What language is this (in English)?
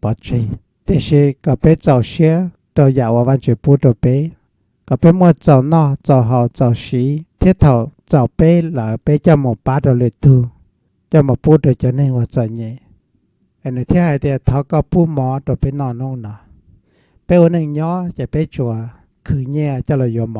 Hmong